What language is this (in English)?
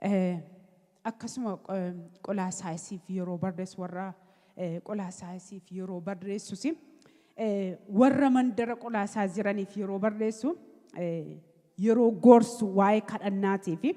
Oromo